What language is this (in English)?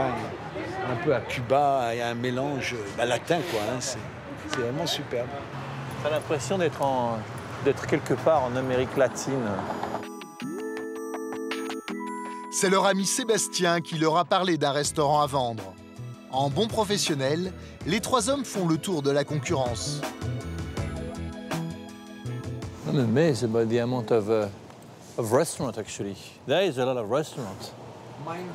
French